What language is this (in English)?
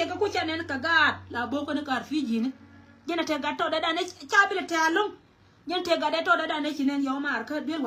Nuer